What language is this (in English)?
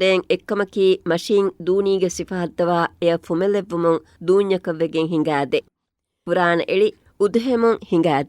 Divehi